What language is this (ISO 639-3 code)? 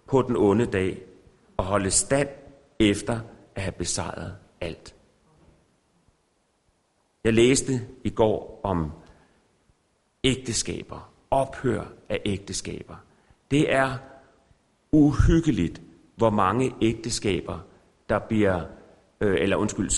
dan